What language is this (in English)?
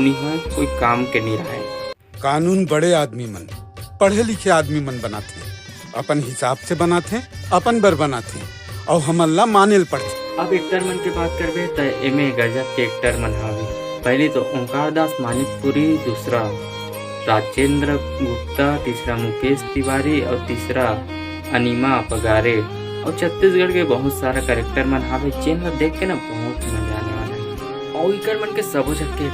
Chhattisgarhi